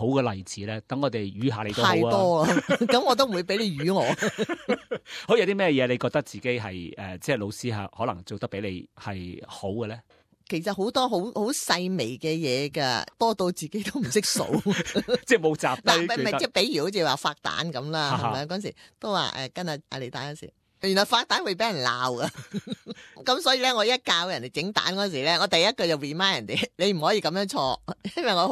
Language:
Cantonese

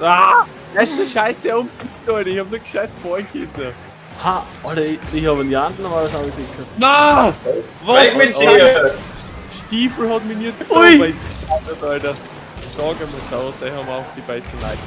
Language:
Bavarian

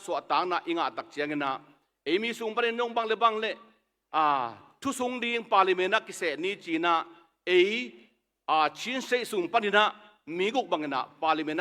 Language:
Tedim Chin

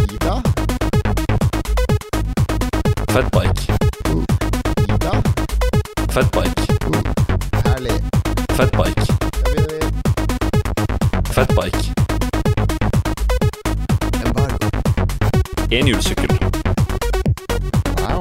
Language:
Norwegian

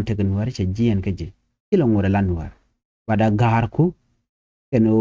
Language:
Nuer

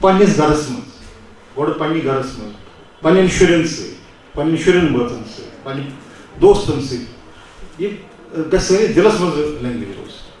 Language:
Kashmiri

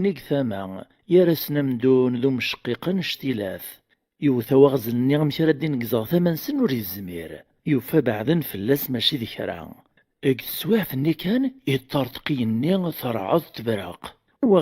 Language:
Kabyle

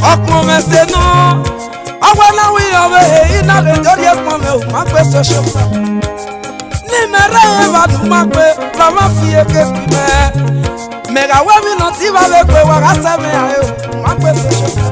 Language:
Esan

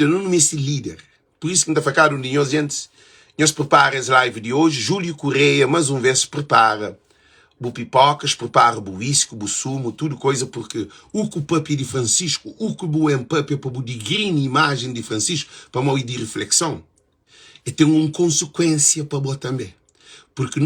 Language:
Kabuverdianu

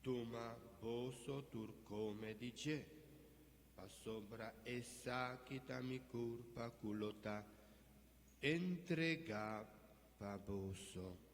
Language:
Papiamento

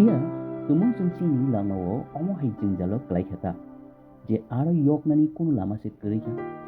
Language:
Kok Borok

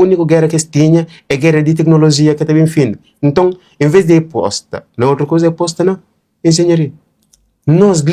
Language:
Kabuverdianu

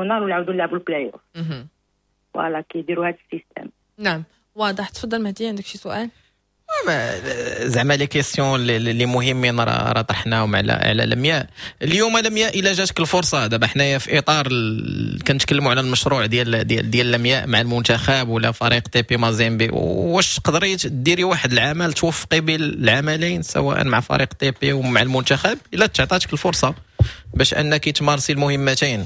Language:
Moroccan Arabic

